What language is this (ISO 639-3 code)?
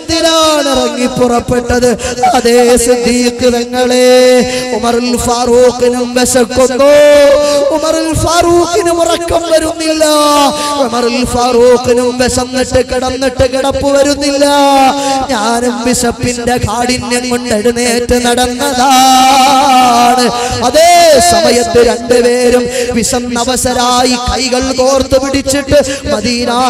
mal